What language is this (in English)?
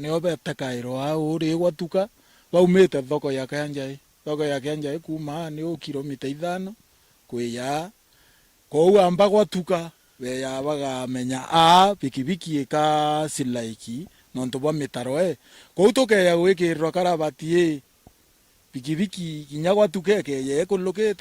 Meru